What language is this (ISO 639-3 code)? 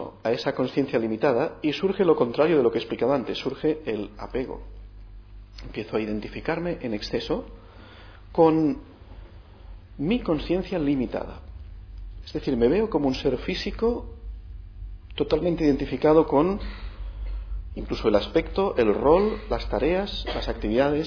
spa